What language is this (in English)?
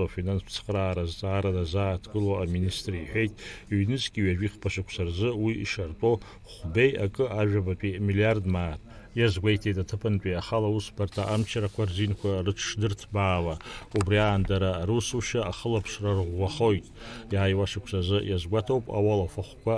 Abkhazian